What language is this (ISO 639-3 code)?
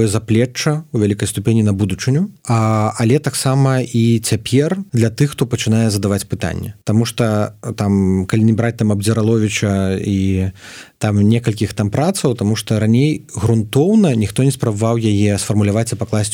bel